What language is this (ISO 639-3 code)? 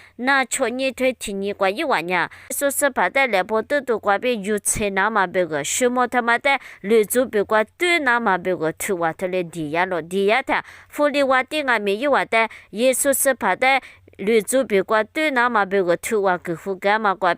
lis